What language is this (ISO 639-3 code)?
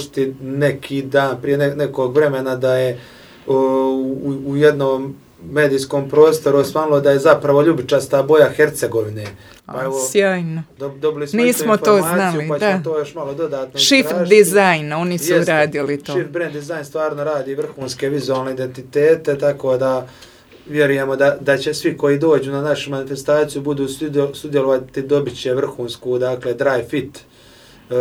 hrv